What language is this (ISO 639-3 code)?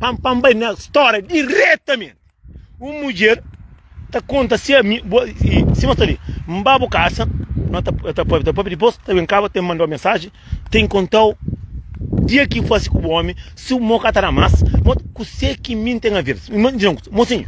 kea